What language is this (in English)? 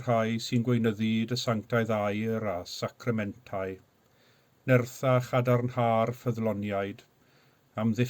Welsh